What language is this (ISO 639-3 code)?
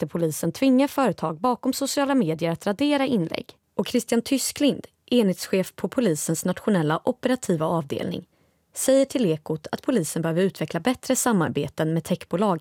swe